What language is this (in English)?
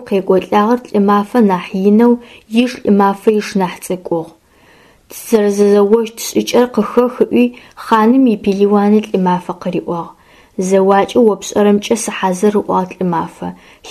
Adyghe